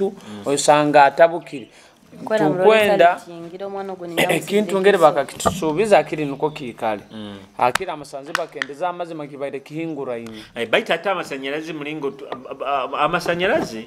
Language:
Nyoro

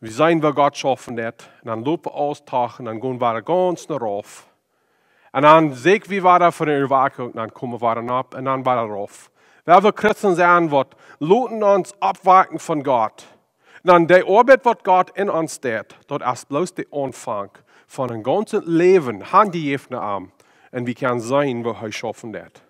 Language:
Plautdietsch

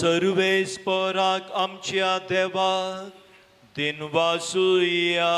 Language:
Konkani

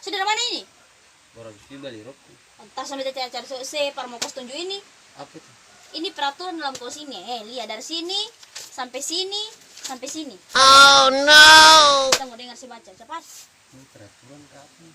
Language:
Ambonese Malay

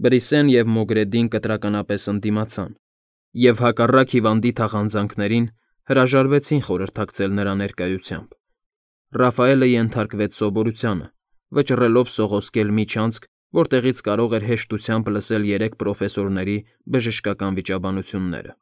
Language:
Armenian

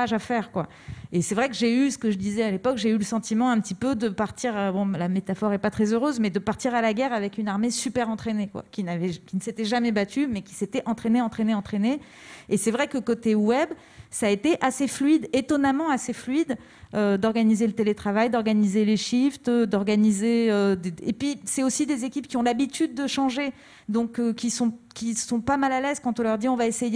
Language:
French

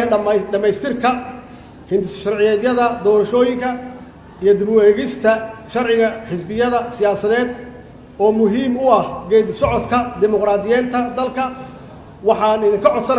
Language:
Somali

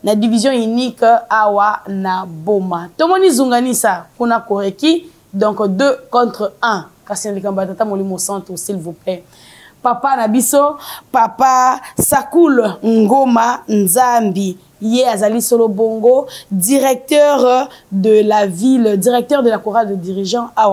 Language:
Lingala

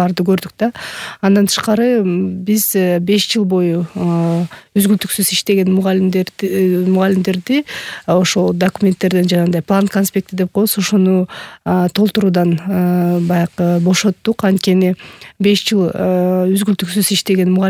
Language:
Kyrgyz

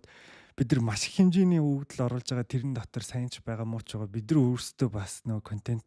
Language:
Mongolian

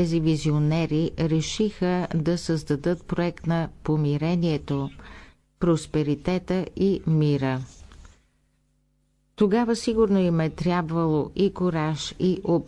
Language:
Bulgarian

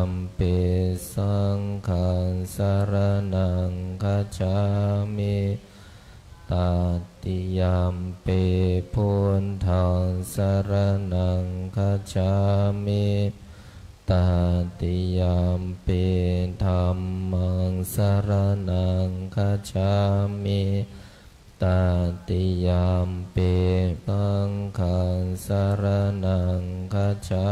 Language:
Pali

